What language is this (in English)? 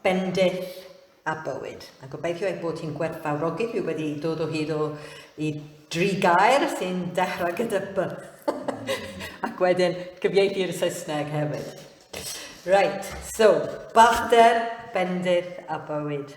Welsh